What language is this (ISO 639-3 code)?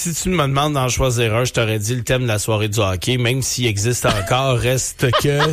fra